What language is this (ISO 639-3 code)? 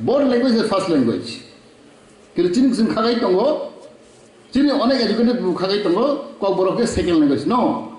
trp